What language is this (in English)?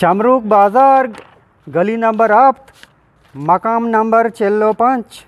Eastern Balochi